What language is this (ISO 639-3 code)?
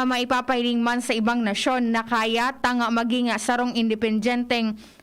bik